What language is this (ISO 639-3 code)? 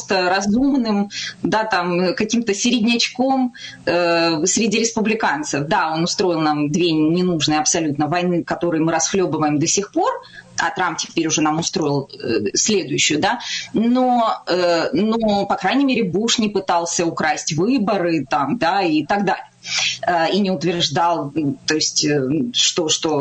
rus